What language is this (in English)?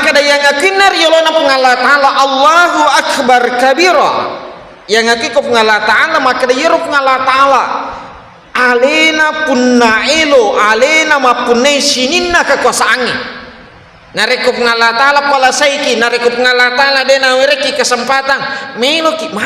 Buginese